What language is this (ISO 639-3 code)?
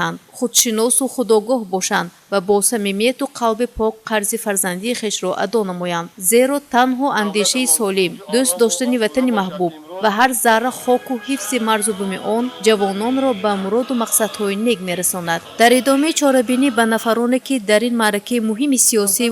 tgk